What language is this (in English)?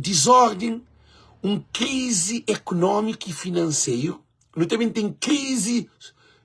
Kabuverdianu